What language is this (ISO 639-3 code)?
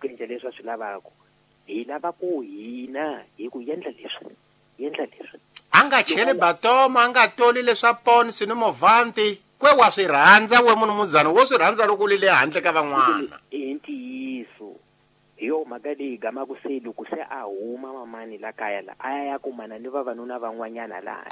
tso